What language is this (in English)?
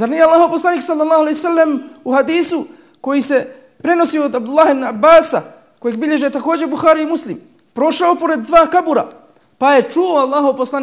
Bosnian